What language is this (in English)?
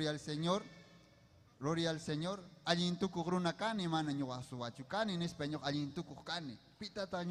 Ayacucho Quechua